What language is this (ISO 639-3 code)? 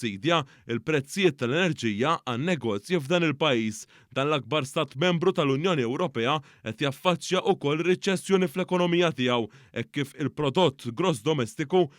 mlt